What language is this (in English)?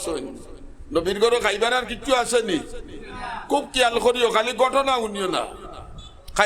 Sylheti